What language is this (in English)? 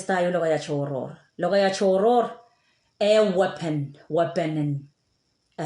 Pohnpeian